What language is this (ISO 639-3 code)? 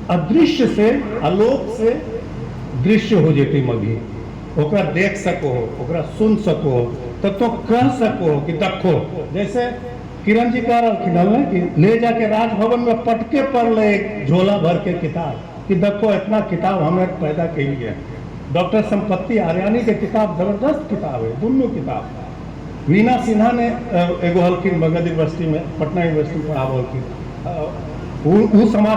mag